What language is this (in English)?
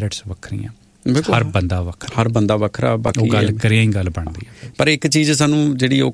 Punjabi